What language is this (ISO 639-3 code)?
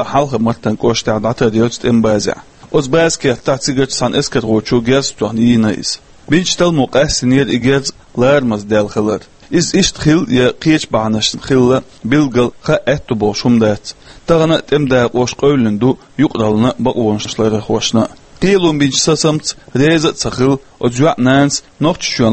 che